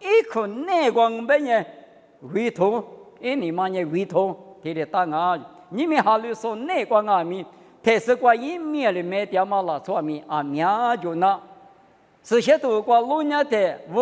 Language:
Lisu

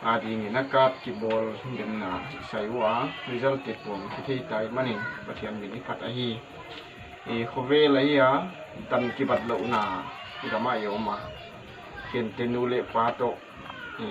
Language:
Paite Chin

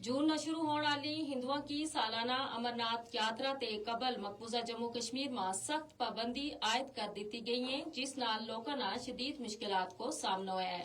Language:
Gujari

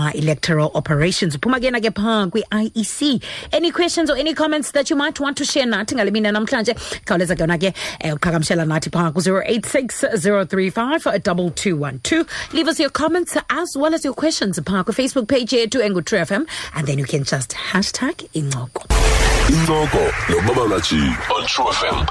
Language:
Xhosa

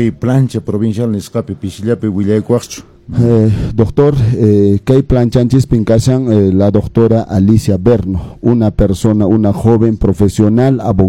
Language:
Quechua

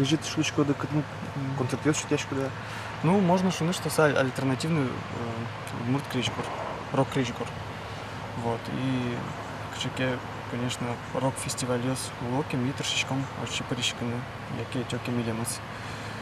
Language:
Udmurt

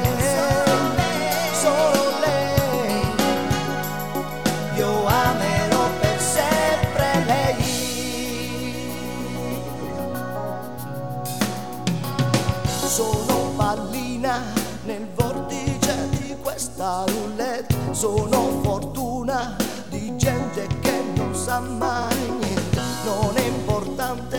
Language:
Italian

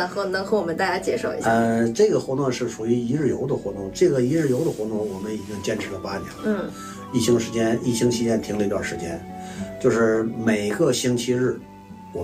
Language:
Chinese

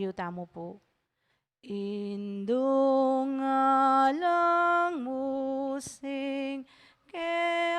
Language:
Pampanga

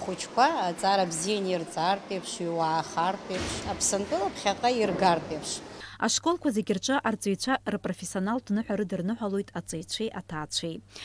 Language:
Abkhazian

